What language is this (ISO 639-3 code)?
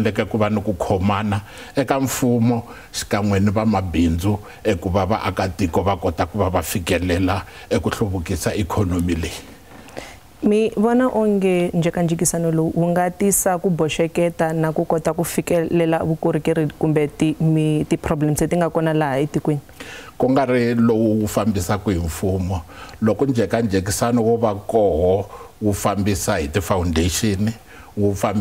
tso